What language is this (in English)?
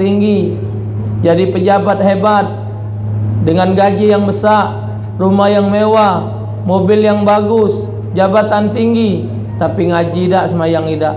Musi